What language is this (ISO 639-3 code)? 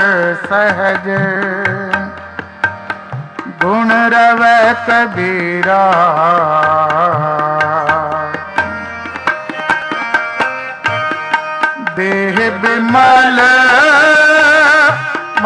pan